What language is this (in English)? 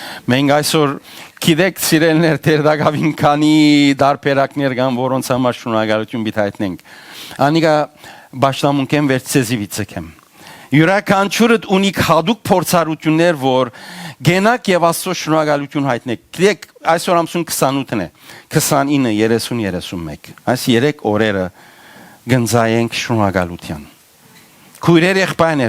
Western Armenian